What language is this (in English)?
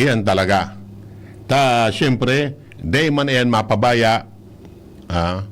Bikol